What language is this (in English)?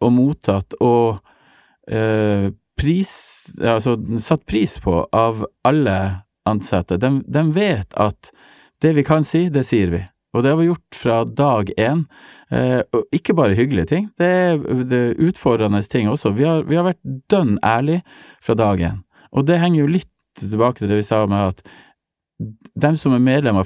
Norwegian